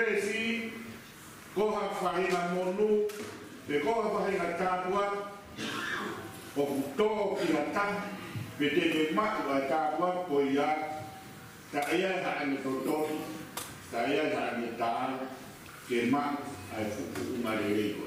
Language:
Tongan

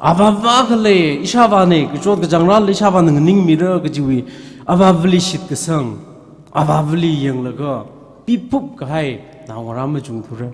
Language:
Tangkhul Naga (India)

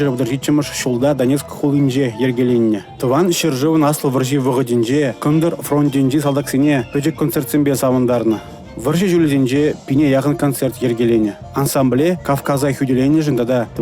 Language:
Chuvash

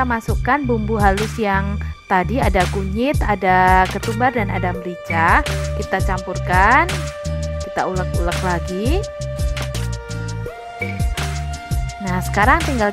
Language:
Indonesian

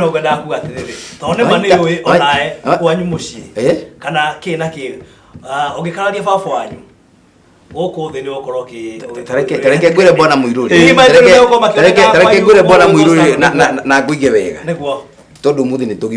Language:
Kikuyu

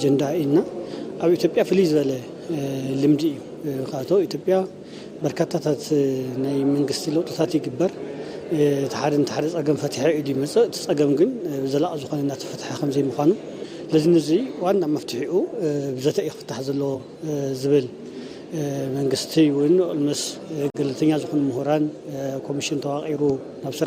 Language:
Tigrinya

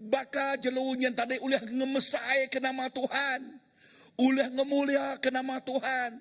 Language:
Iban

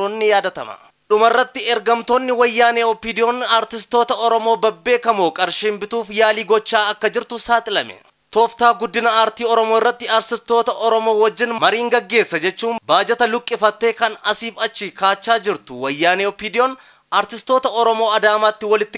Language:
Oromo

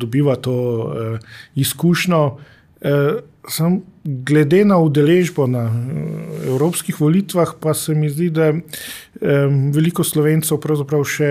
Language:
Slovenian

